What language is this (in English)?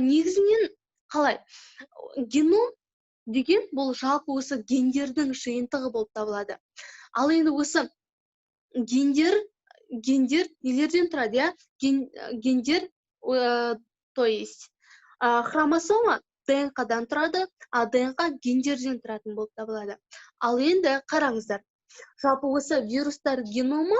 Kazakh